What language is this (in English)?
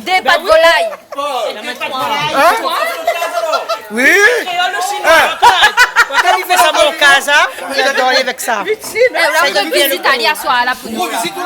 Réunion Creole French